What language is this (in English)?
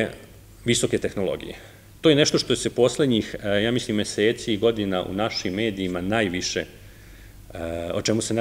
Serbian